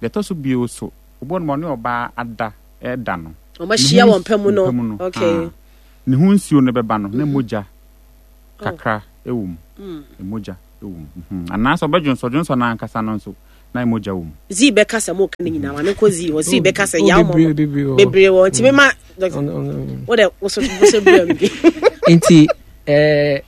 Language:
Akan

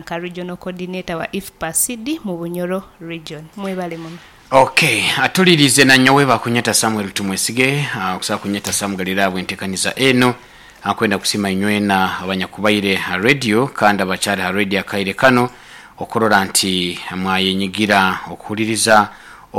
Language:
Nyoro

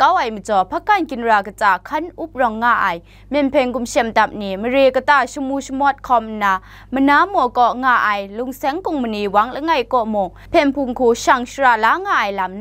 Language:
Kachin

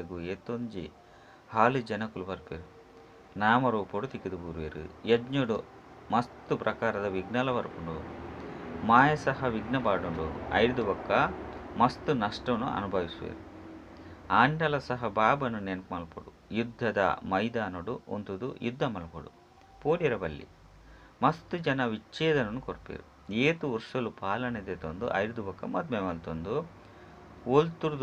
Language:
Tulu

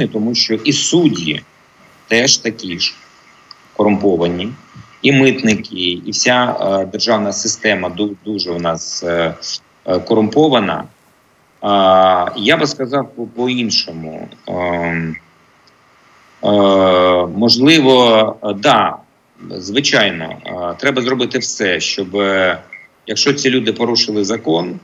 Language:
Ukrainian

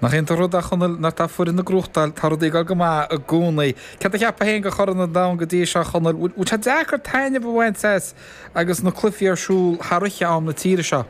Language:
Irish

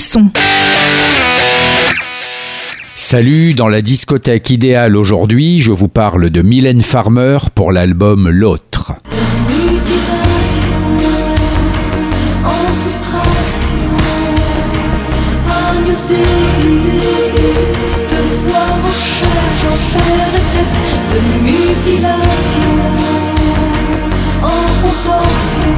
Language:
French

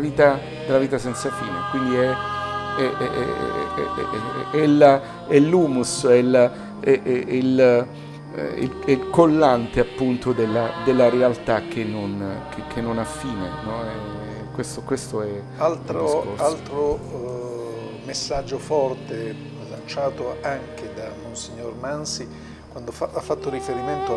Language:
Italian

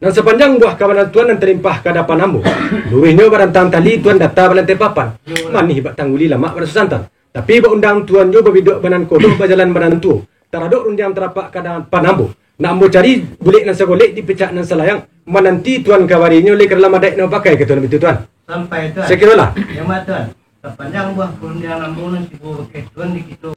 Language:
Minangkabau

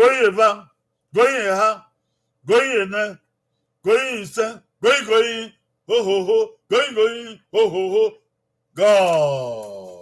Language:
Bini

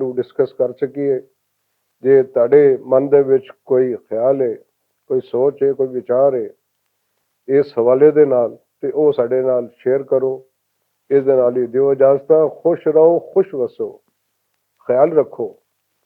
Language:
Western Panjabi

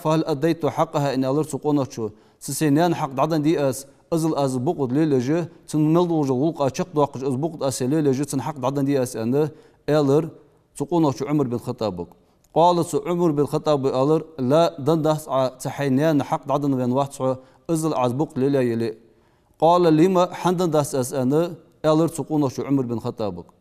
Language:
Ingush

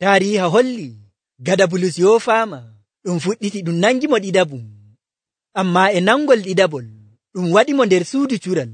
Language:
Nigerian Fulfulde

